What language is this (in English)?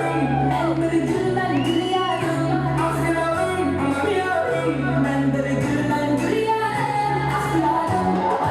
Kara-Kalpak